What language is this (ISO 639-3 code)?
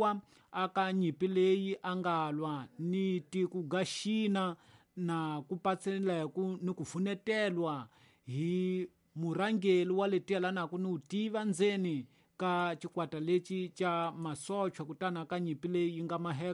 tso